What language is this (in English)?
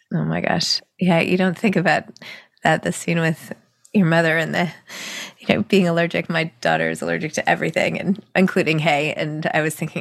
English